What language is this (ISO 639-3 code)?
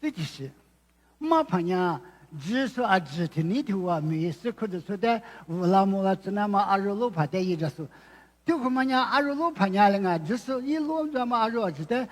lis